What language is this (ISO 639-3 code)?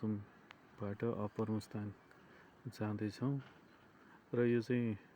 nep